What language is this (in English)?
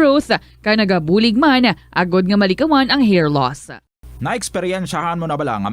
Hiligaynon